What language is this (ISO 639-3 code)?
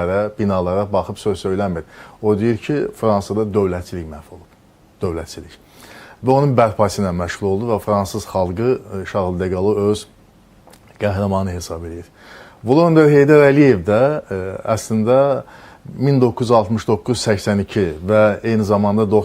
aze